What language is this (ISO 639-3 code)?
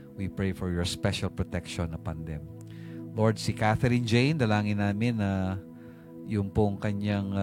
fil